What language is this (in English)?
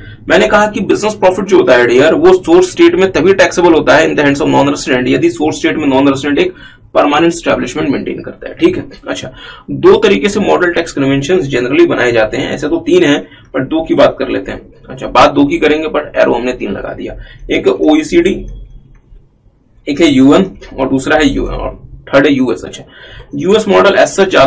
Hindi